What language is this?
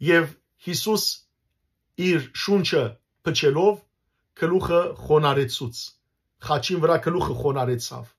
Western Armenian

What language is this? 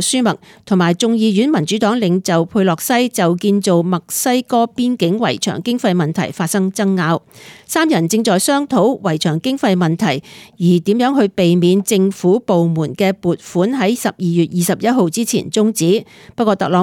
Cantonese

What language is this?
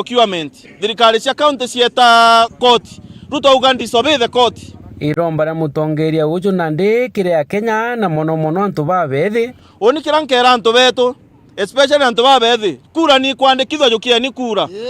Meru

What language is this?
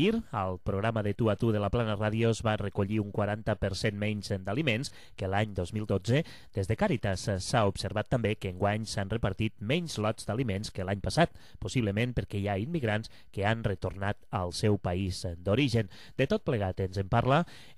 Catalan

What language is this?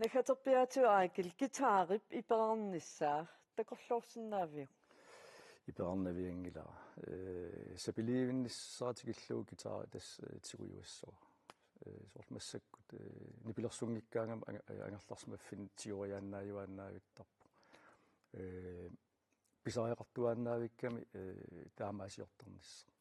Kalaallisut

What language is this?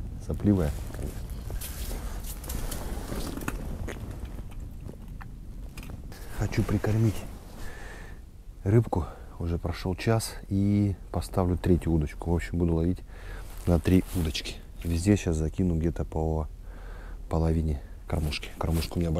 Russian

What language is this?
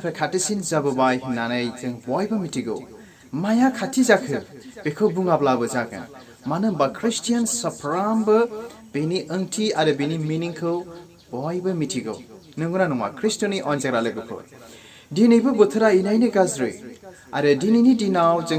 Bodo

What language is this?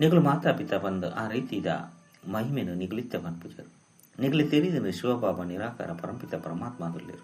Tulu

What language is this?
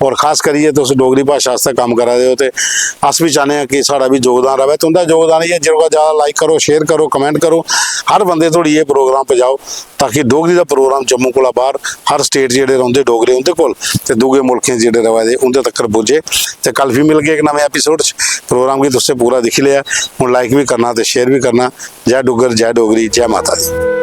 Dogri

